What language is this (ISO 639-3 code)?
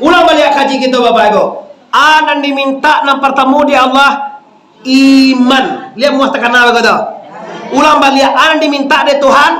min